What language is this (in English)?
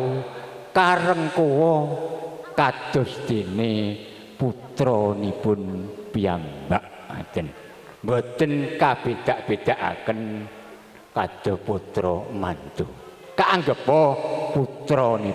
Javanese